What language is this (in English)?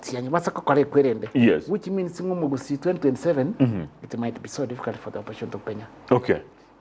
Gusii